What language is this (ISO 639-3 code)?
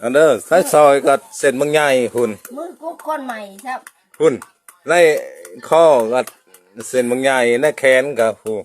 lao